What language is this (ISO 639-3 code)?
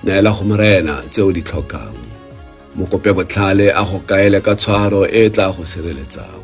tsn